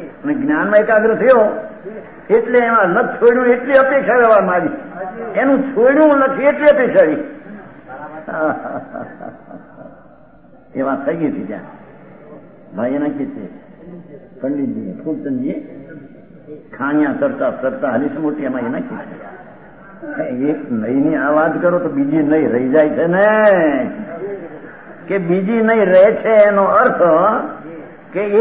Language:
Gujarati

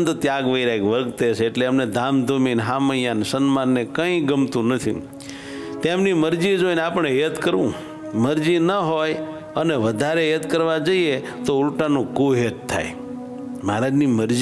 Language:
Gujarati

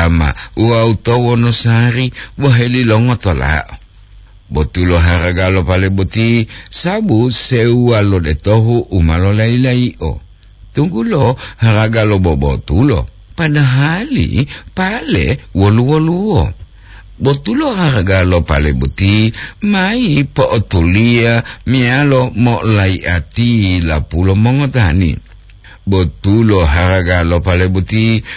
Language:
Gorontalo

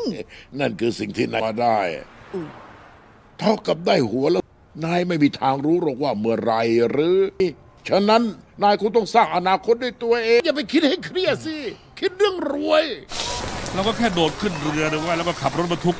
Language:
Thai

